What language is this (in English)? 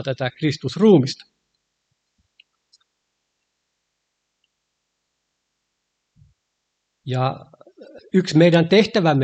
Finnish